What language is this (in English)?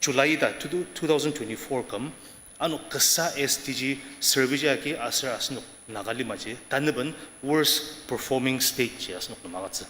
Ao Naga